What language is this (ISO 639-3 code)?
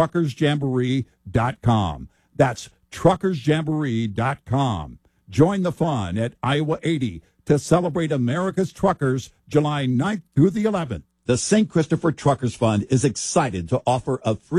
eng